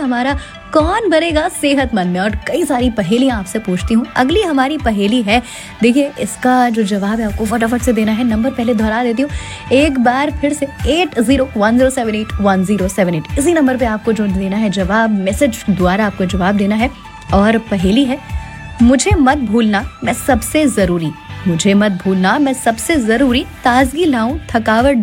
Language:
Hindi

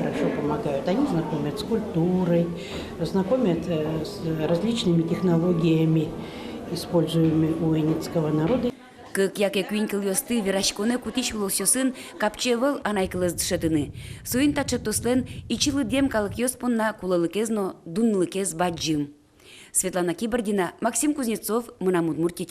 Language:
Udmurt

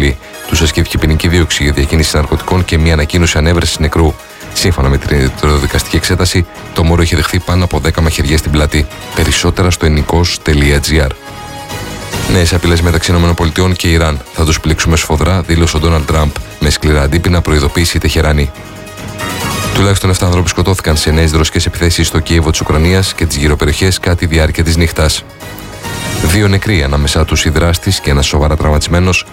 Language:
Greek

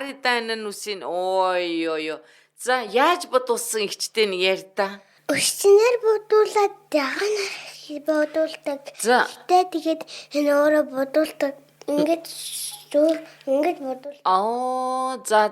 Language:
Mongolian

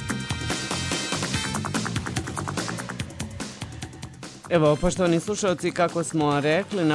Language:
Croatian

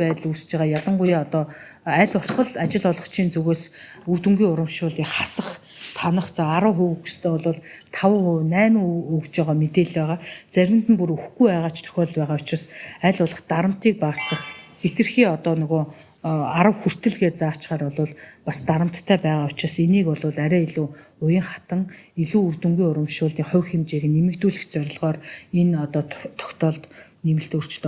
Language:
Mongolian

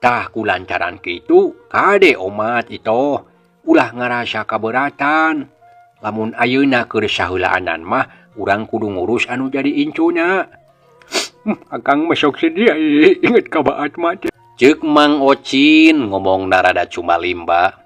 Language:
Sundanese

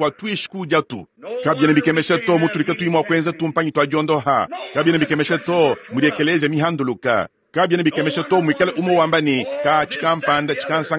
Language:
Luba-Lulua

